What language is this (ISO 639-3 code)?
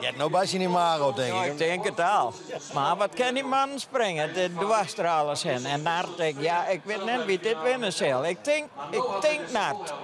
fry